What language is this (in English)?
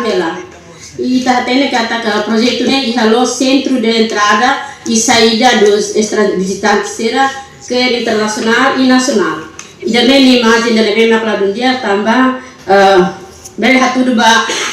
Tetum